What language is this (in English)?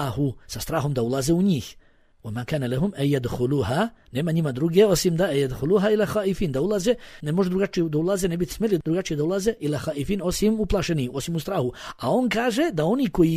Bosnian